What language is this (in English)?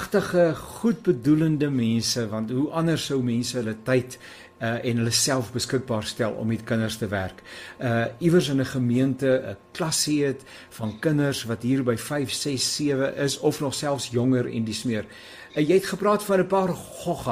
Afrikaans